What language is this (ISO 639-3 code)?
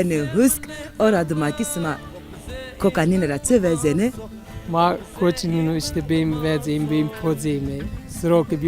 zza